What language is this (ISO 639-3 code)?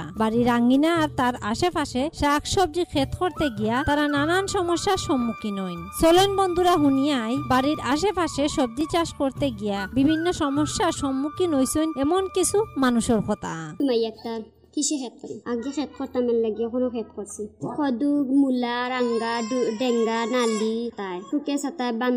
ben